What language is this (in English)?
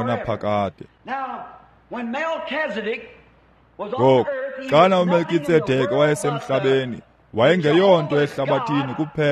Xhosa